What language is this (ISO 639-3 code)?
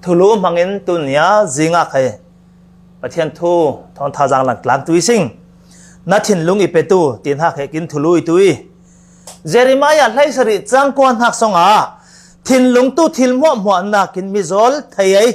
cfm